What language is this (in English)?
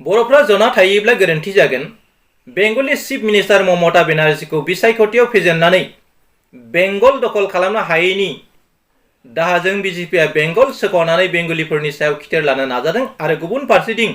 Bodo